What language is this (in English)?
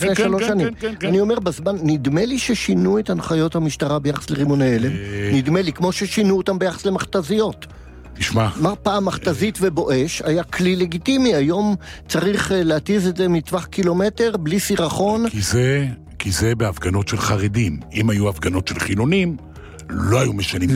Hebrew